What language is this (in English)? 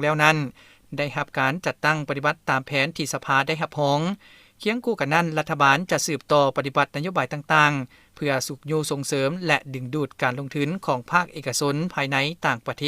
Lao